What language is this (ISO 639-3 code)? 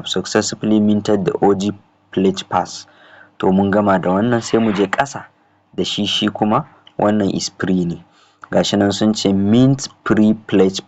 hau